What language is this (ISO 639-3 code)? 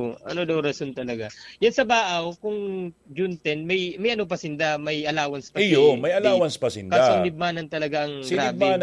bik